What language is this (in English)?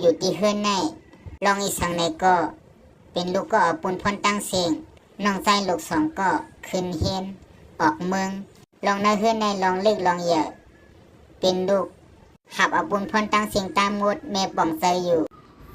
Shan